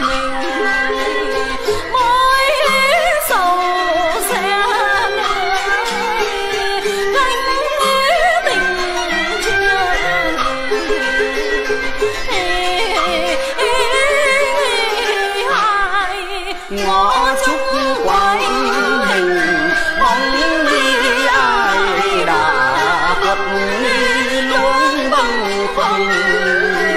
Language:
Vietnamese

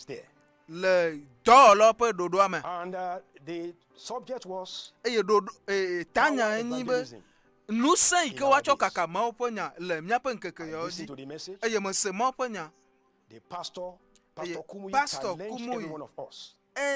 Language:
Ewe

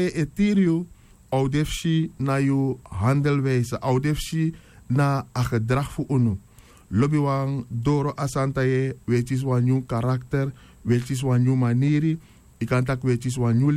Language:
Sranan Tongo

